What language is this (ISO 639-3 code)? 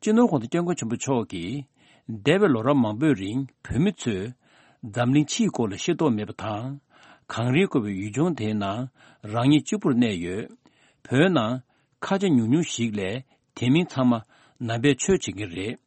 bod